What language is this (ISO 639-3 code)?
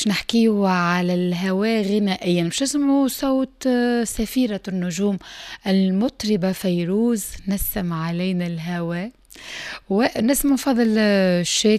aeb